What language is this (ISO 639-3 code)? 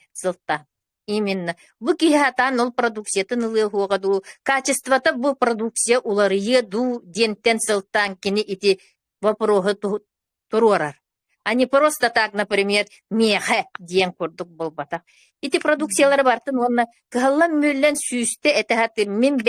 sah